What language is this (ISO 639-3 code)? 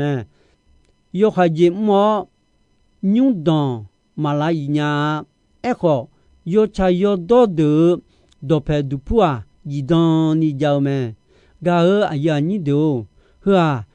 ahk